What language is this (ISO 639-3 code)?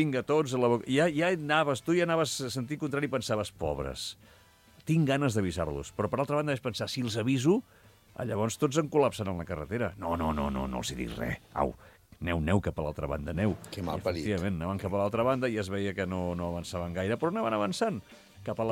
cat